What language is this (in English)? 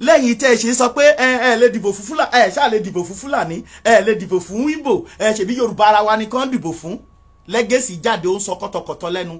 Yoruba